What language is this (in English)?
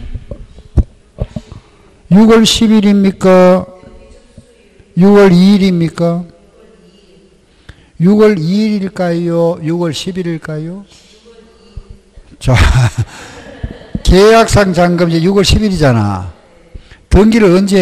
Korean